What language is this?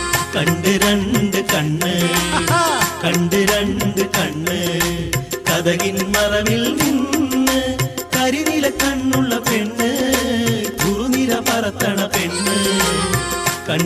Malayalam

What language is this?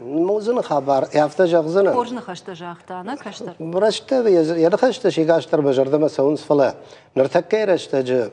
Ossetic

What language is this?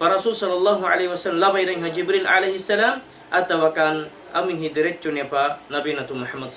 Tausug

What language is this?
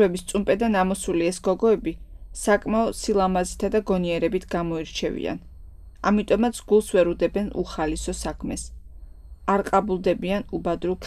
Georgian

